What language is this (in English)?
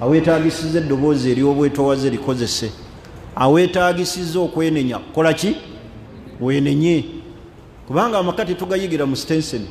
Ganda